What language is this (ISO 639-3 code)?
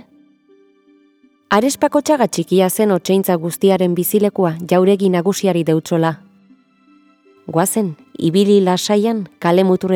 eus